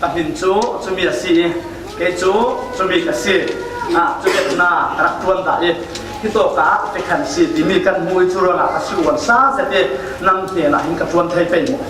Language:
Falam Chin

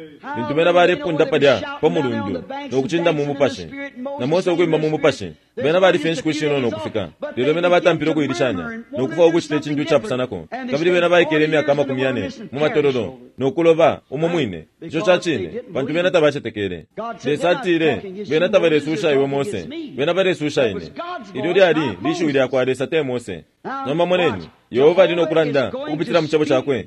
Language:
Bemba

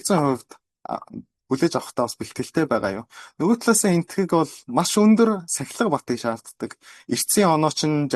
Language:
Mongolian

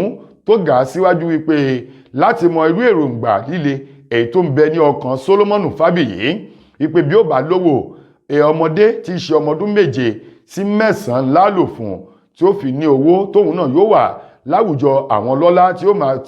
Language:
Yoruba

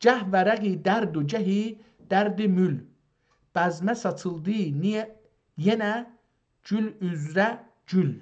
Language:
South Azerbaijani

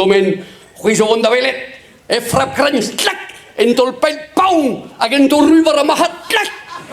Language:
Breton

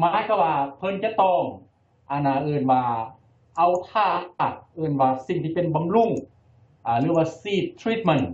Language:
Lao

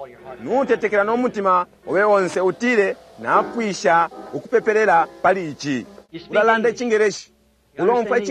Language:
Bemba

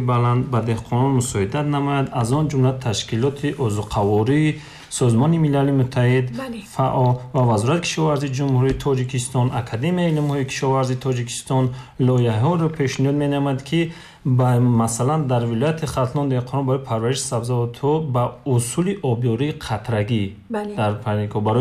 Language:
Tajik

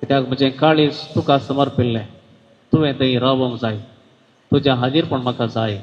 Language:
Konkani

